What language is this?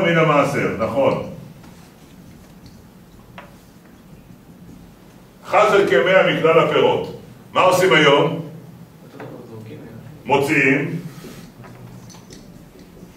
Hebrew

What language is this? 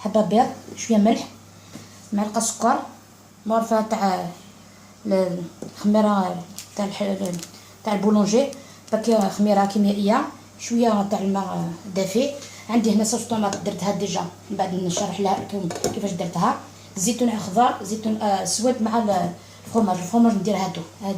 Algerian Arabic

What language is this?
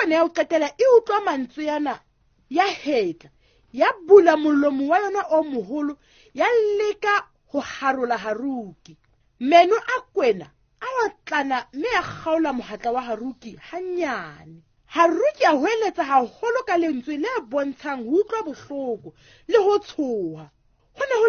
Southern Sotho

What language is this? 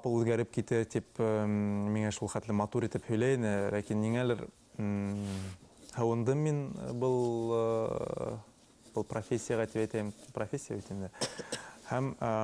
Bashkir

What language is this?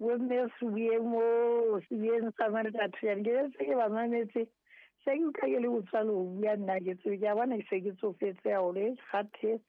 Southern Sotho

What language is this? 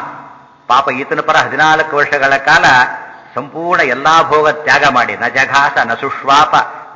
Kannada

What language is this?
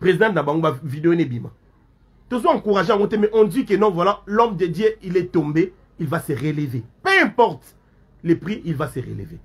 Lingala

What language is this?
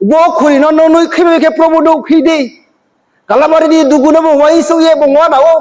Riang (India)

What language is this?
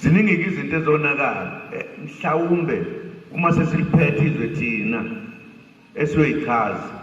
Zulu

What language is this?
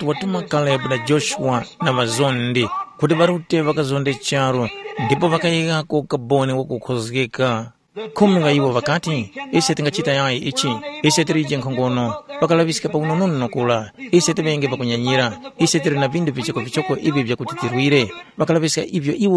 Tumbuka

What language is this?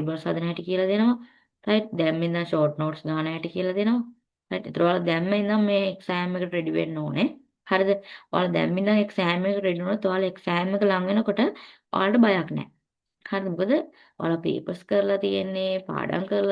Sinhala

